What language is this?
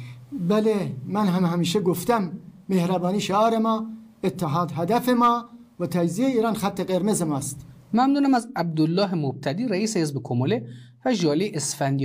Persian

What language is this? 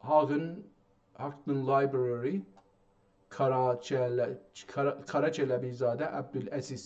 South Azerbaijani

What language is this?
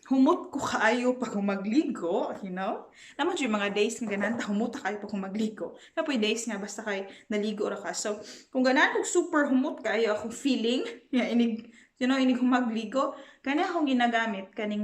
Cebuano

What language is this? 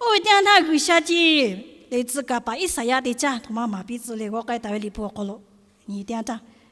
Lahu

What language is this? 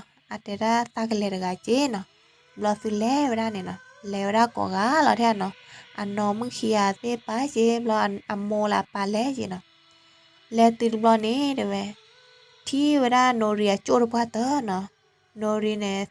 S'gaw Karen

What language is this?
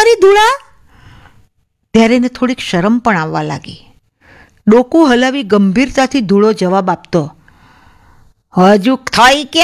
Gujarati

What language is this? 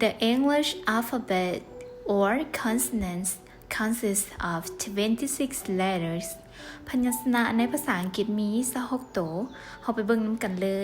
Hmong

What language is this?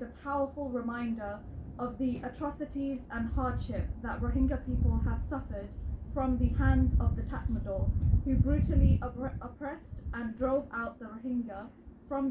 Rohingya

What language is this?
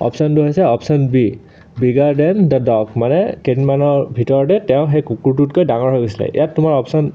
Assamese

